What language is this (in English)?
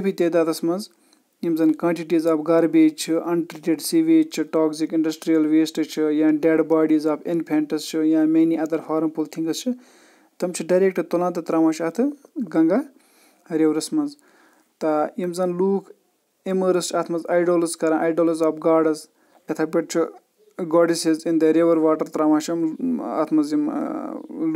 Kashmiri